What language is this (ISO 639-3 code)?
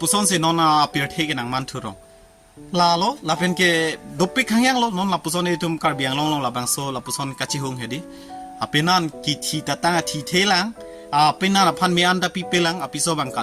mjw